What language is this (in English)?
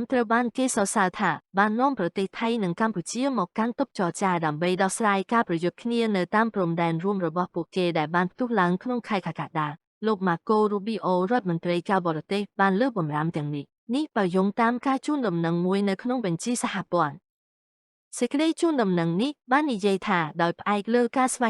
Khmer